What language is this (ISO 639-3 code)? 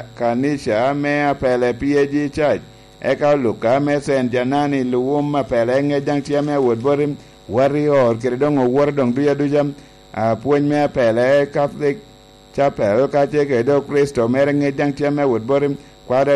laj